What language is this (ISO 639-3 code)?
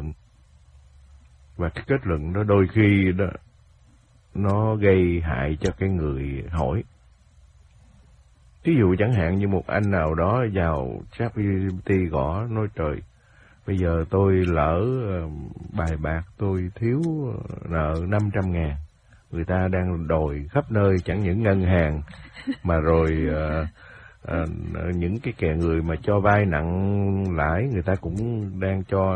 vie